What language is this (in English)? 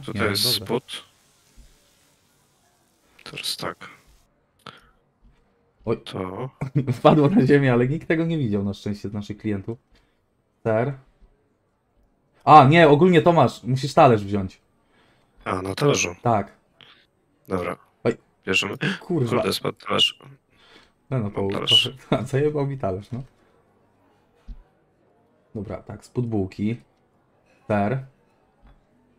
Polish